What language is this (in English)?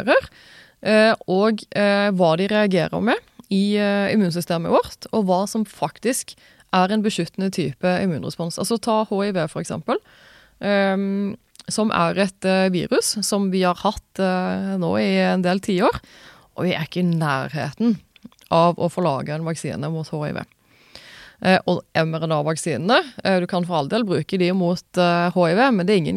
Norwegian